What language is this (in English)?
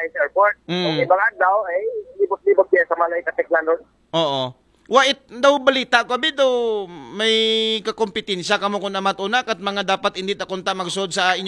Aklanon